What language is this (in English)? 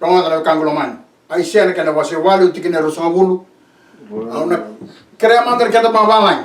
Fijian